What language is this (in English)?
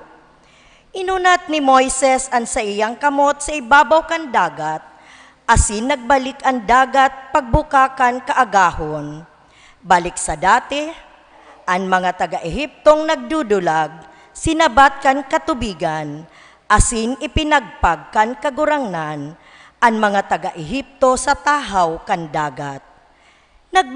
Bikol